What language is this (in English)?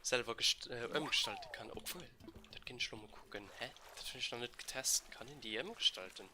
Luxembourgish